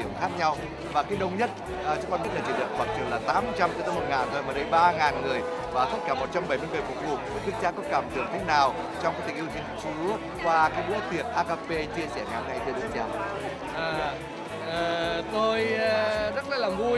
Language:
Vietnamese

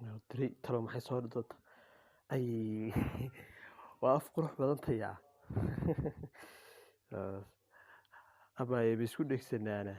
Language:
Somali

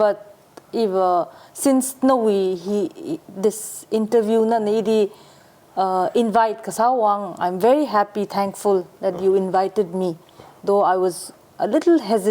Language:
Tangkhul Naga (India)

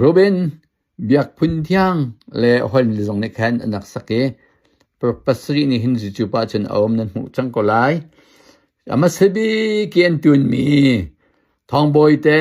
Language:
Hakha Chin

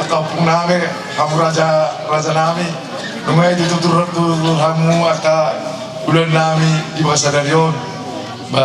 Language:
Batak Toba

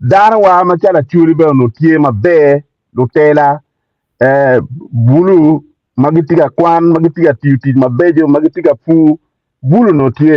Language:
Acoli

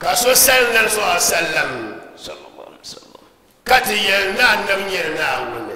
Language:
Dagbani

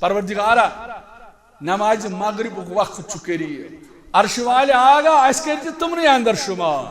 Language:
Kashmiri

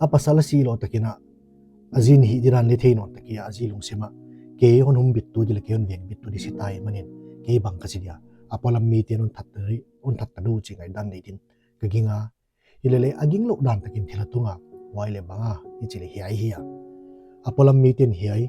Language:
Paite Chin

